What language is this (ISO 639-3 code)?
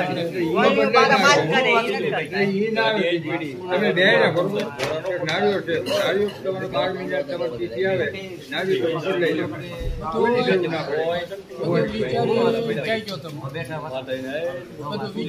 guj